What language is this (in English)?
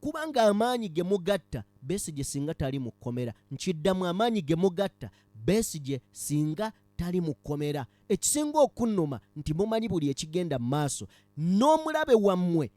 Ganda